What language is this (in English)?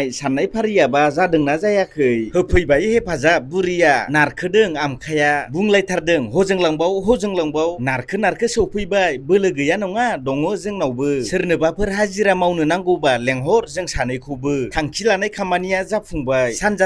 Bodo